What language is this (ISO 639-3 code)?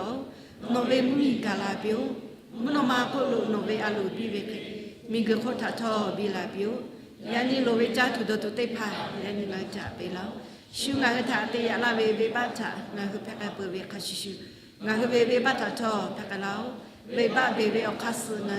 lhu